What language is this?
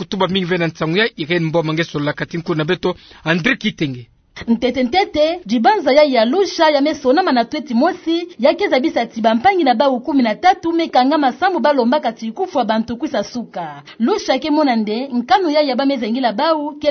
Kituba (Democratic Republic of Congo)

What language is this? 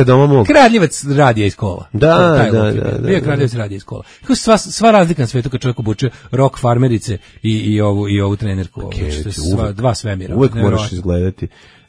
Serbian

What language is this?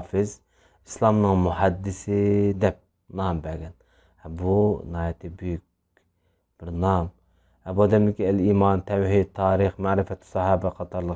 Uyghur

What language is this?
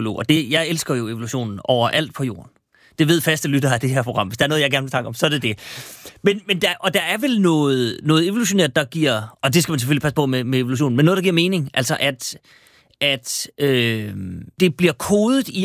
Danish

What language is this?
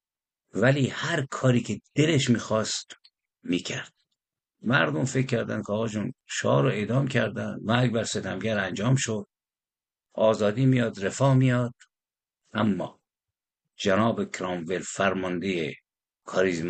Persian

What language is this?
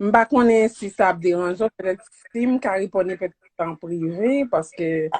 Haitian Creole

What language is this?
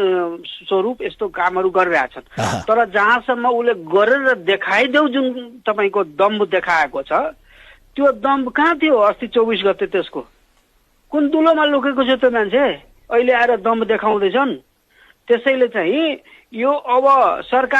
Nepali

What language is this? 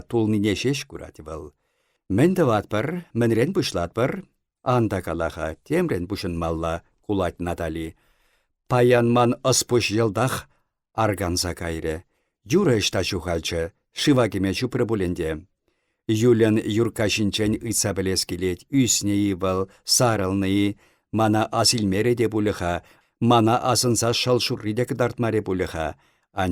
Chuvash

